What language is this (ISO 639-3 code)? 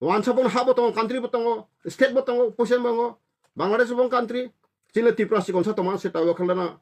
trp